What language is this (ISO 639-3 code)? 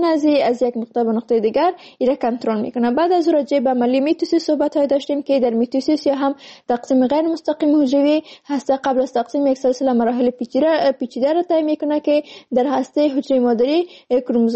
fas